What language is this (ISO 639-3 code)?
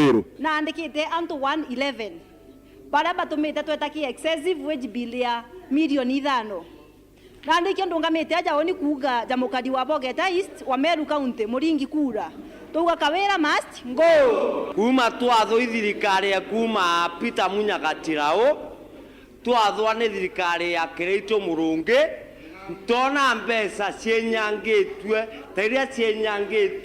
mer